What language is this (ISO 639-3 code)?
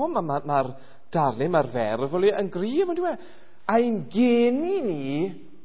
cym